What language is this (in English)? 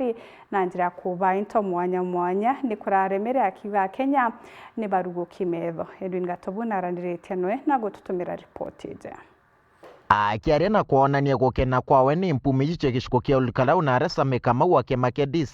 Meru